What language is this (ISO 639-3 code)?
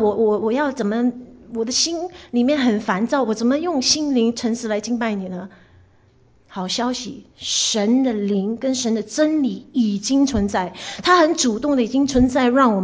zho